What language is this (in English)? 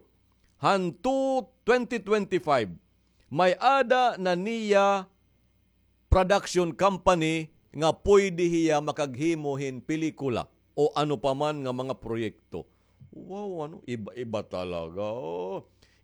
Waray